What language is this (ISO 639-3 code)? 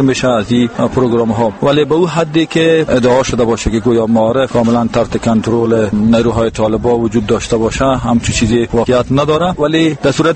fas